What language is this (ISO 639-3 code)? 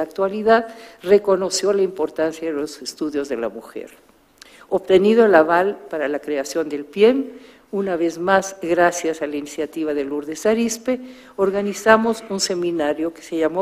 spa